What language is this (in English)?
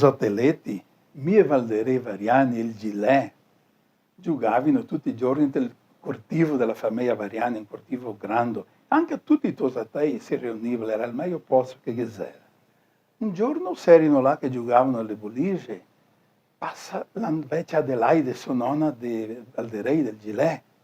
Venetian